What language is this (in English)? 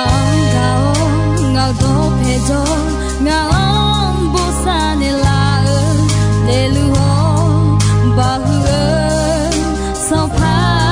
Akha